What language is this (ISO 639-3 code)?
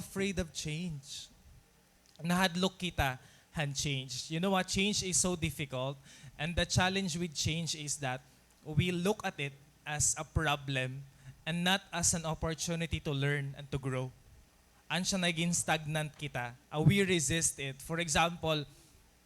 war